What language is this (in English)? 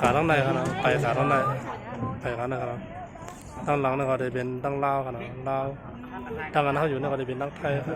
Shan